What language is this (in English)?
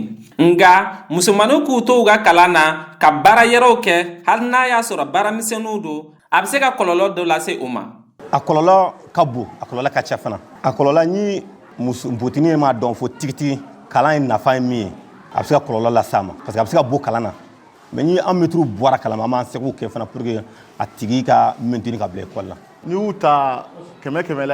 Bambara